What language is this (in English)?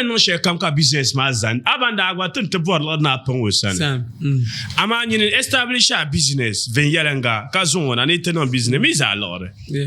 Dagbani